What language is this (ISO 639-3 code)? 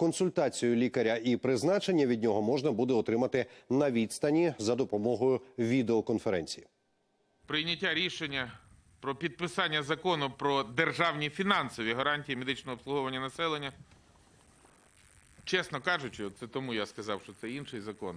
ukr